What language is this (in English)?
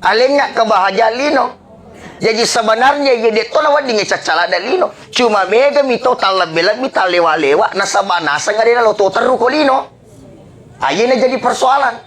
Buginese